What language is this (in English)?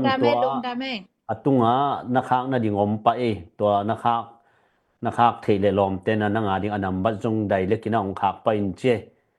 Tedim Chin